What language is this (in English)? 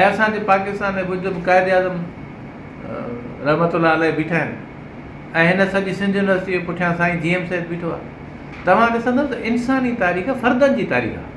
Sindhi